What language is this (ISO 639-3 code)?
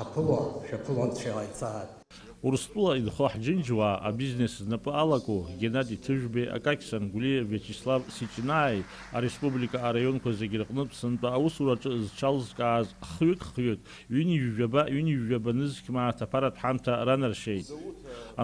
abk